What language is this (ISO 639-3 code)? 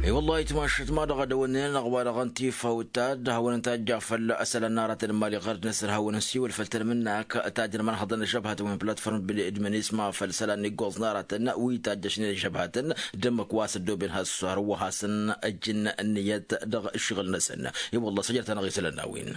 taq